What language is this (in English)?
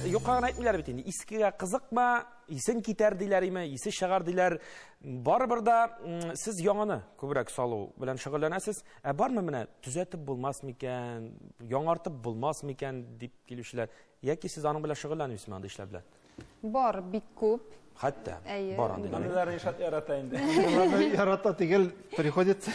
Tatar